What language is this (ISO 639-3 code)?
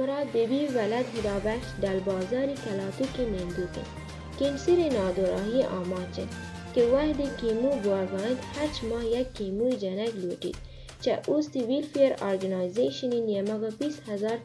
bal